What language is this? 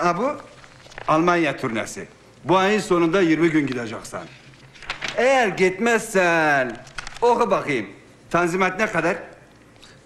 Turkish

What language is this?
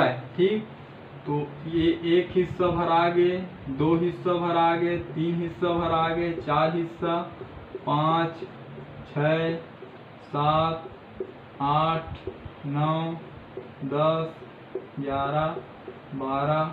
Chhattisgarhi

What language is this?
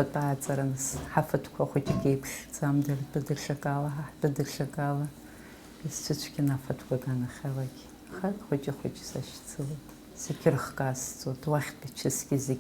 Abkhazian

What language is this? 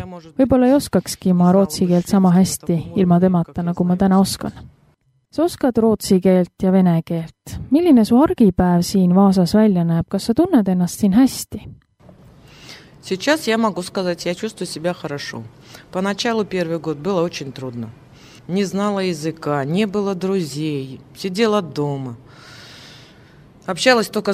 Estonian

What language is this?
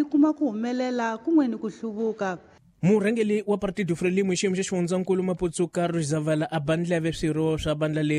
Tsonga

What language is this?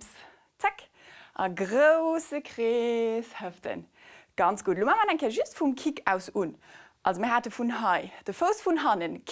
Luxembourgish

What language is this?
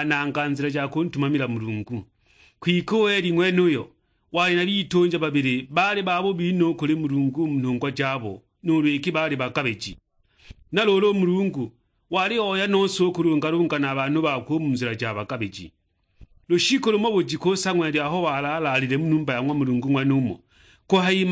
Sukuma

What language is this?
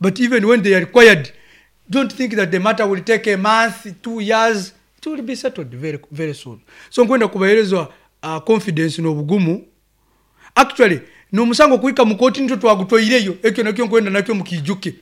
Nyankole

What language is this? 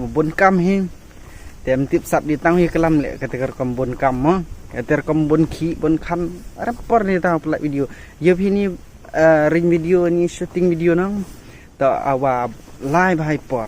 Pnar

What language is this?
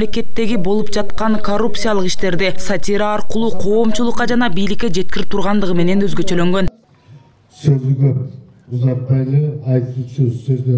Kyrgyz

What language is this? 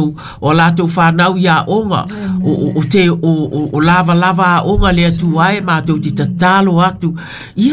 Samoan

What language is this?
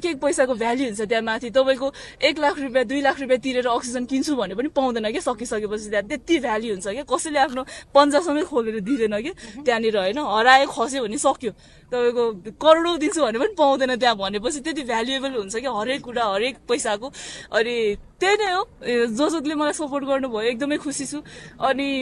Nepali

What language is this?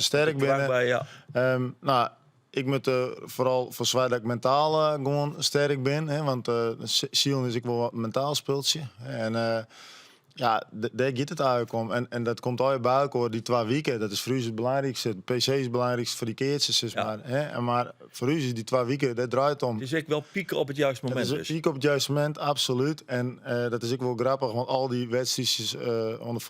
Western Frisian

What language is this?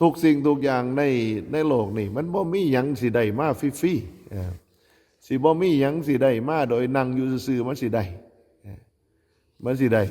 Northeastern Thai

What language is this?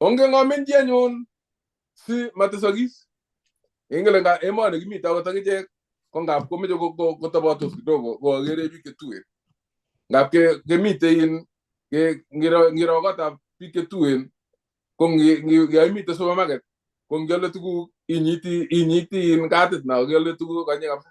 Kalenjin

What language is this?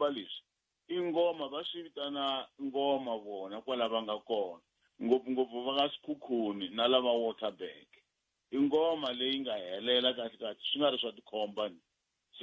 Tsonga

